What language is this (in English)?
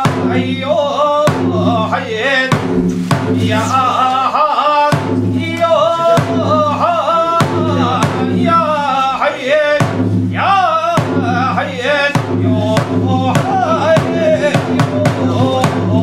Japanese